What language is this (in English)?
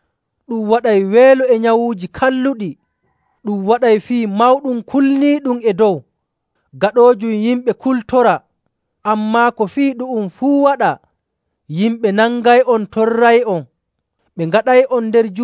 Nigerian Fulfulde